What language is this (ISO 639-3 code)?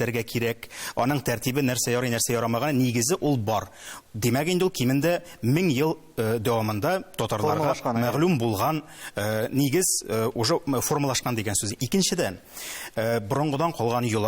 tat